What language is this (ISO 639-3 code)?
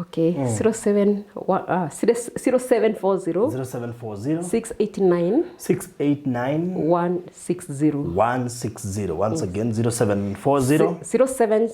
kik